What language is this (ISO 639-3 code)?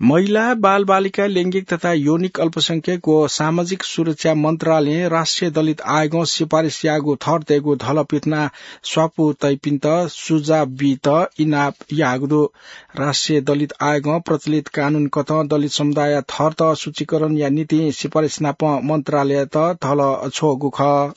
new